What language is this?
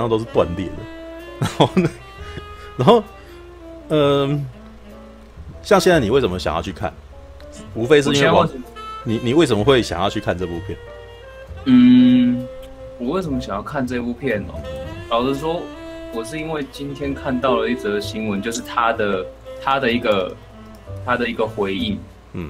Chinese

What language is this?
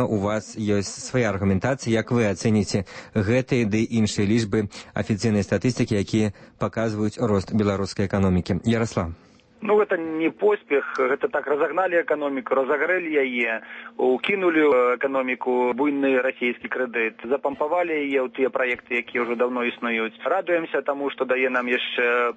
Belarusian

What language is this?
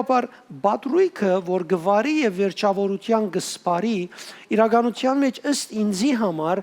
Western Armenian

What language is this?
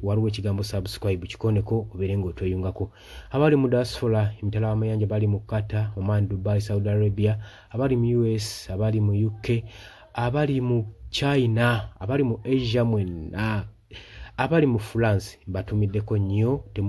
Ganda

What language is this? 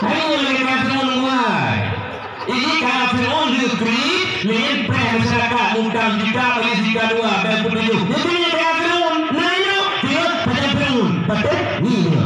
Achinese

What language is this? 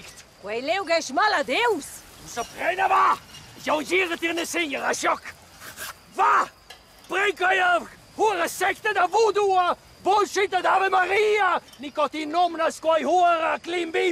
Romansh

